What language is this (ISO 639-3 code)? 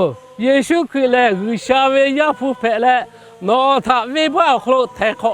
lhu